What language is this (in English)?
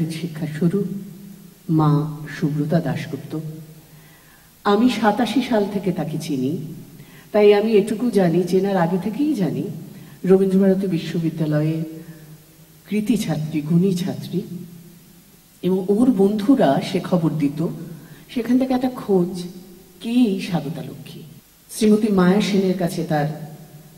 Bangla